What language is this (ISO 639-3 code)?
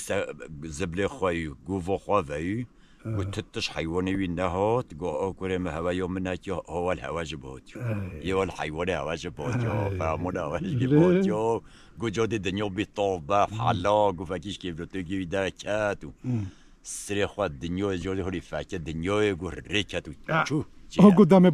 kur